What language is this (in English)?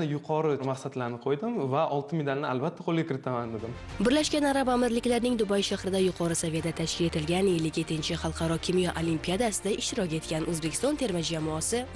Uzbek